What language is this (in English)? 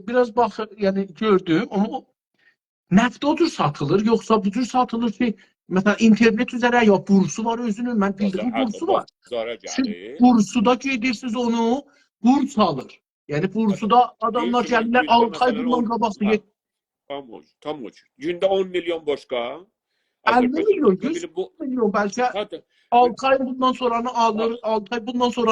South Azerbaijani